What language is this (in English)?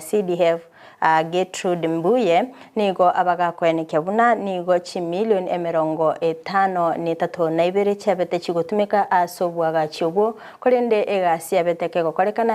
Gusii